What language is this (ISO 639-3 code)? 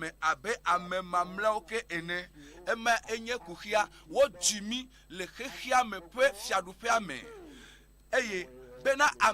ewe